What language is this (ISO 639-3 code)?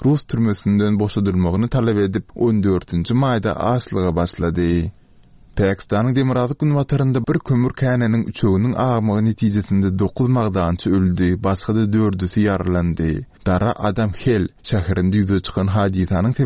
tuk